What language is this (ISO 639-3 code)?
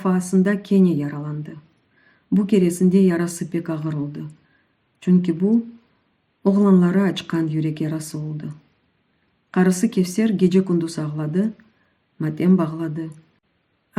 crh